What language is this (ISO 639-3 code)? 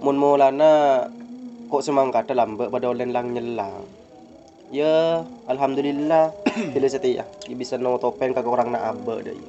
mad